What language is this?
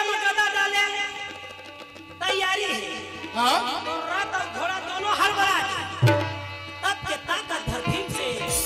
Chhattisgarhi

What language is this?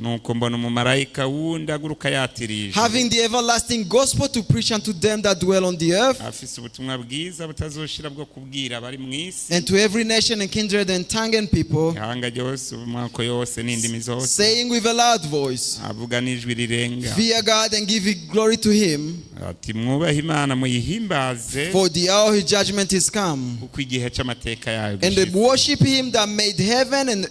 Rundi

